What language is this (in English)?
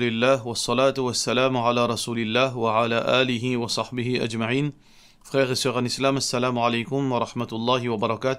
Morisyen